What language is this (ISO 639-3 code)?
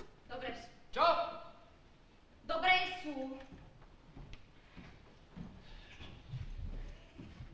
slk